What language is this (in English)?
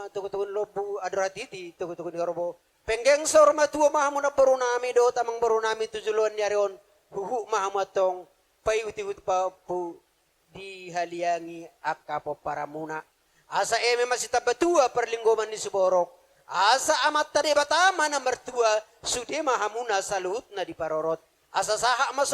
Batak Toba